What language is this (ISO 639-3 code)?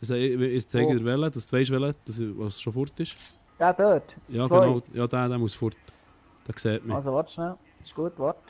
gsw